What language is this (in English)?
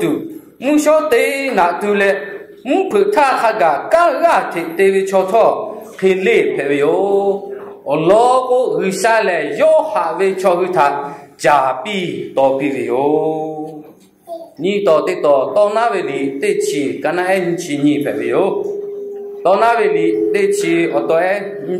Lahu